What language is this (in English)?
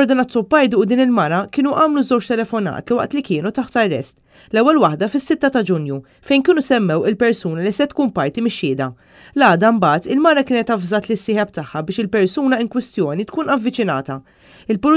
Maltese